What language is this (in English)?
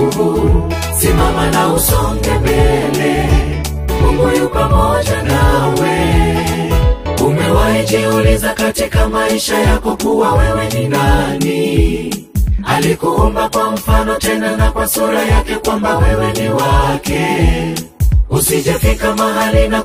Swahili